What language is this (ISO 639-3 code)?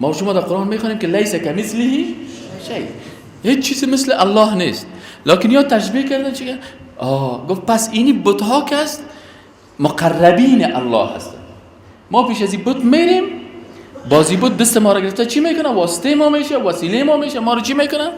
fas